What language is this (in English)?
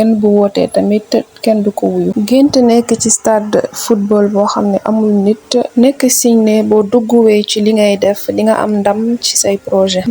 Wolof